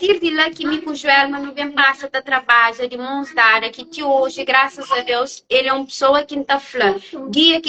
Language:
Kabuverdianu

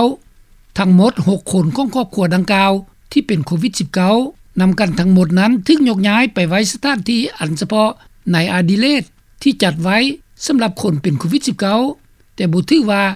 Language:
Lao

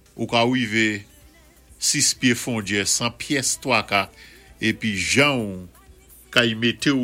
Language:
Saint Lucian Creole French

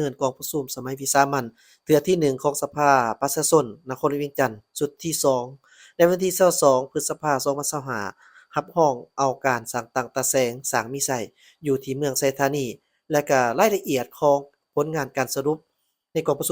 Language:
Lao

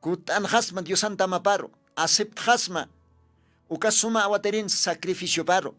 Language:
Aymara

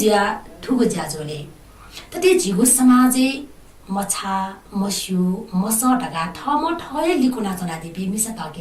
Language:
Newari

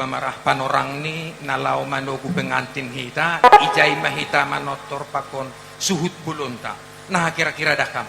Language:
Batak Toba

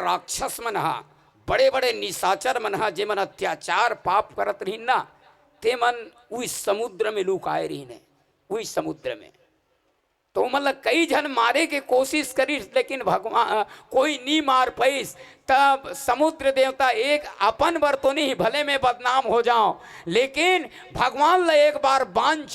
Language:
Chhattisgarhi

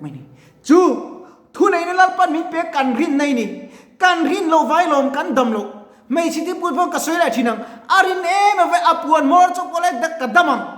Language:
Mizo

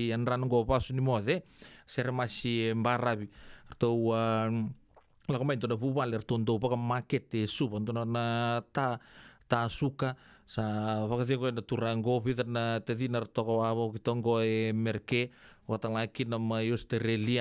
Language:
Fijian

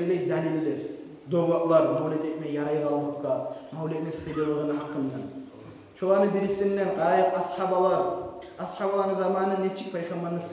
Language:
Kumyk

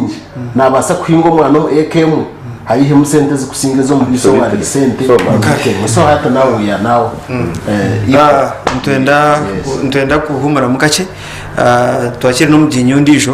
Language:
Nyankole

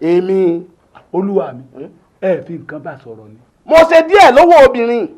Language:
Yoruba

